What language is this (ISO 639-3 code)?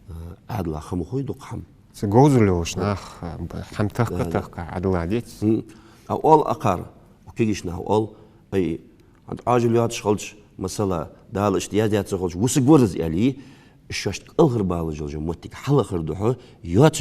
inh